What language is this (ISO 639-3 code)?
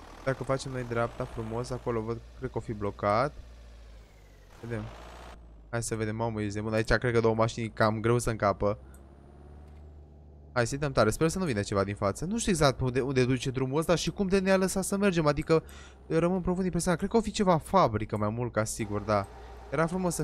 ron